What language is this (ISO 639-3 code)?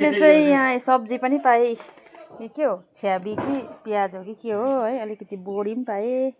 nep